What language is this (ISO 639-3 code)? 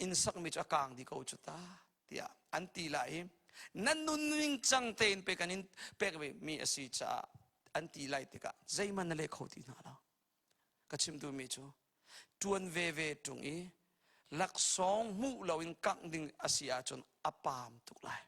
cnh